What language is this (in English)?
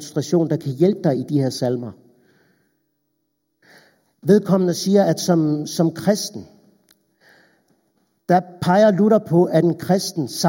Danish